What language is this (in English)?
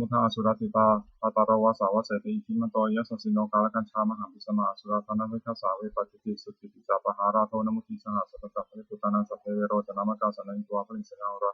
Pali